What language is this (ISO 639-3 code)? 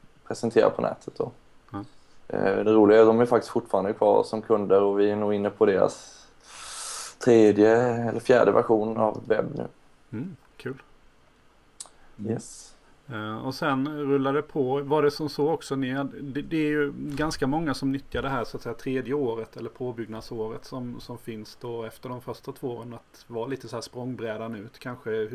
swe